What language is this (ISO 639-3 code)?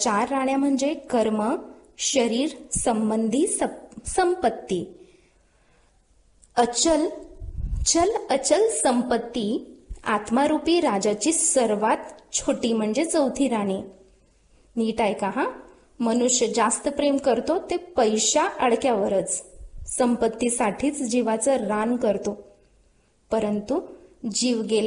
mar